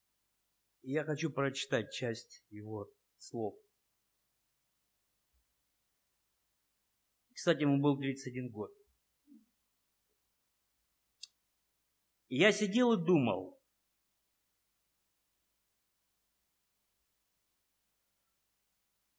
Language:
Russian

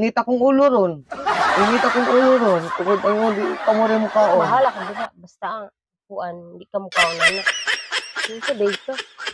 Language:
Cebuano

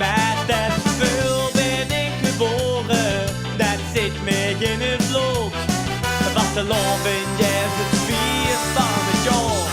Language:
Limburgish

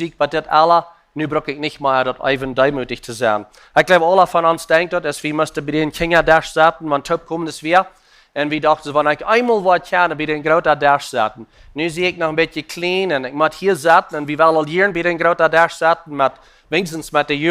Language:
Plautdietsch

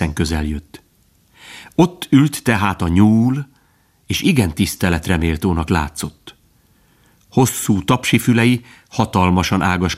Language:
Hungarian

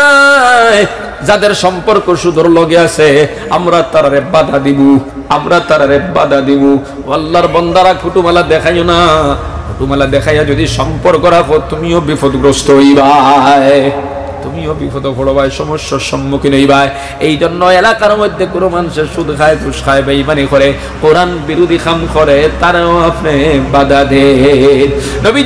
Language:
Sylheti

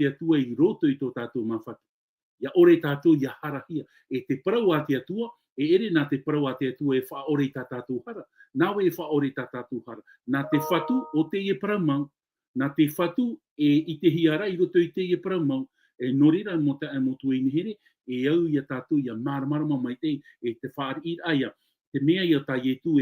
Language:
Tahitian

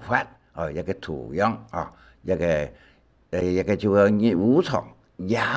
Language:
Hakka Chinese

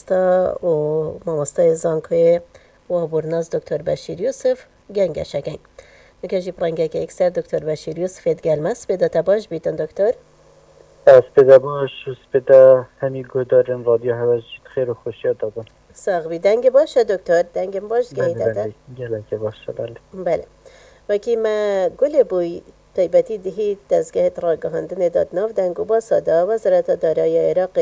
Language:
Kurdish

